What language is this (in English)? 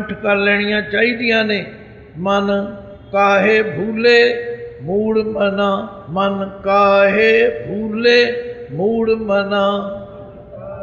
Punjabi